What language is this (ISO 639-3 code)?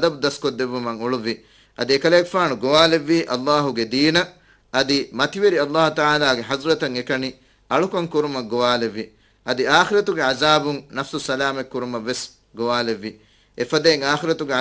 div